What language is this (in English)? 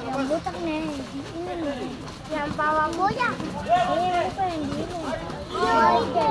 Ambonese Malay